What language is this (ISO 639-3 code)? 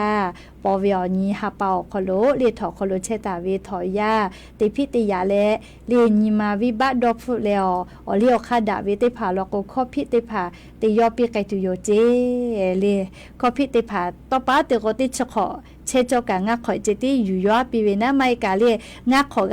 lhu